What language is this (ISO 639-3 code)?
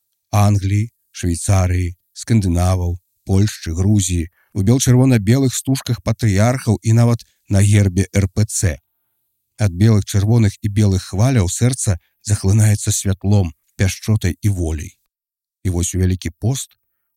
bel